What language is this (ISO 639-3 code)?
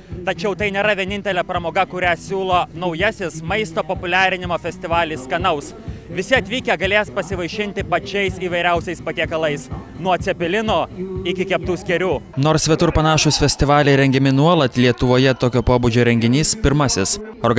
lit